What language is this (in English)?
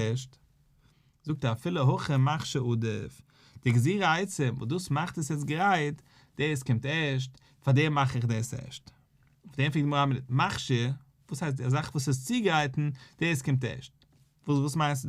Yiddish